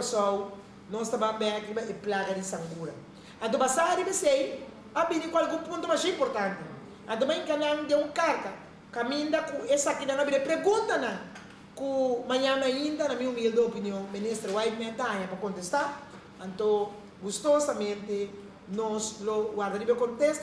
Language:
Papiamento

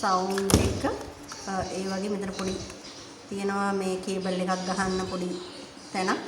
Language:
Sinhala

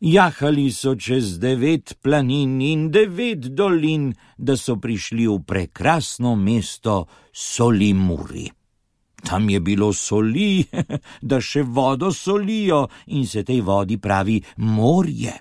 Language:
Slovenian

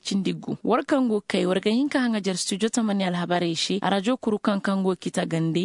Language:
Zarma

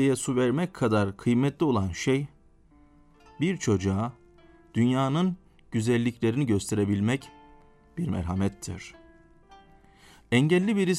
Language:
Turkish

